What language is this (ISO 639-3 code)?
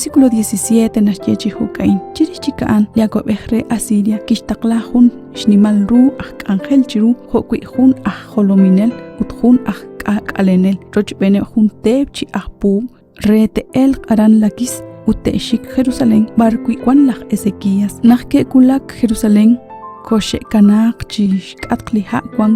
kek